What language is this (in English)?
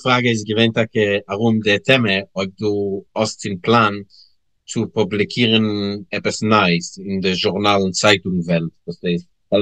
Yiddish